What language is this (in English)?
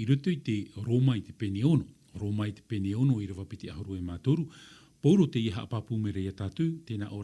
Tahitian